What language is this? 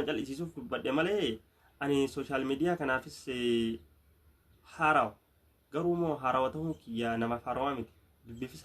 Oromo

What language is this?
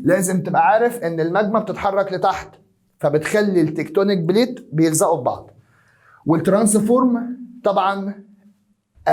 Egyptian Arabic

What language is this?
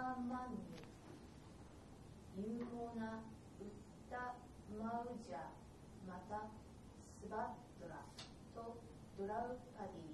Japanese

